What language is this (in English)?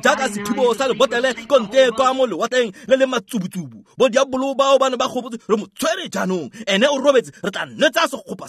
Tswana